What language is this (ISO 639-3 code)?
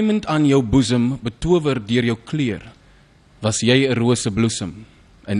afr